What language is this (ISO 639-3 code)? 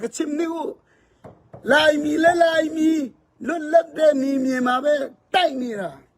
cfm